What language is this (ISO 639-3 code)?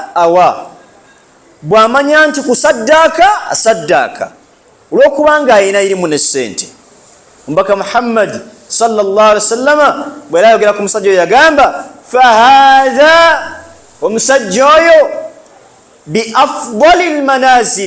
lug